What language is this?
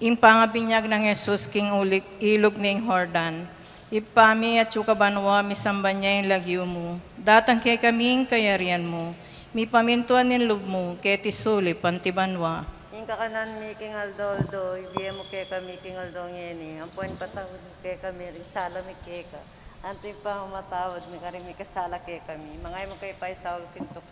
Pampanga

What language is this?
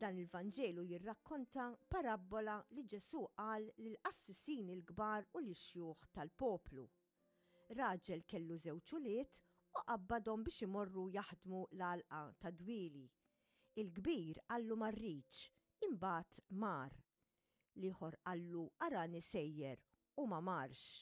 Maltese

